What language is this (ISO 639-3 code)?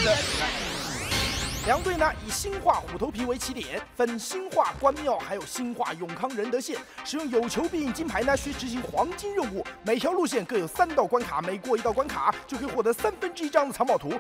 zho